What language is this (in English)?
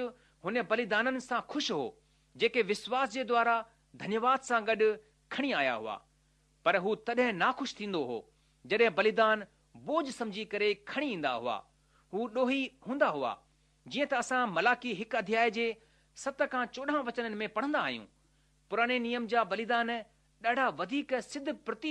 Sindhi